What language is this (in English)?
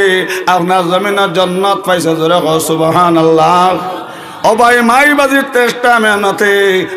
Sylheti